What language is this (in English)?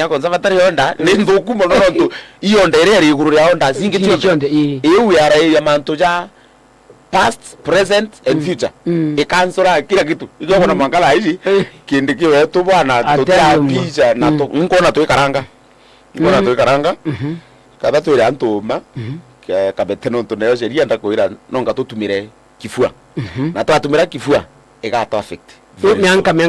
Meru